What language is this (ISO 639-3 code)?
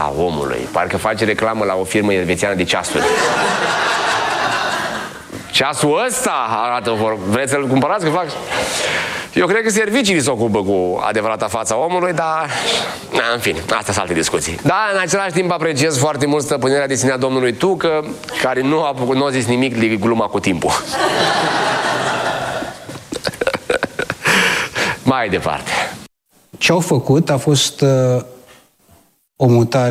ron